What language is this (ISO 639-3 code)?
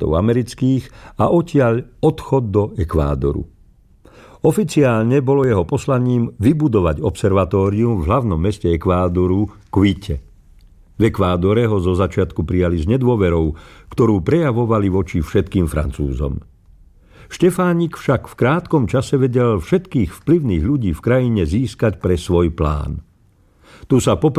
slk